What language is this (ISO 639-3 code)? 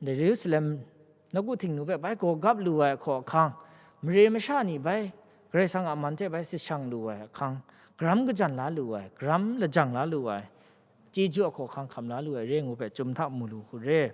kac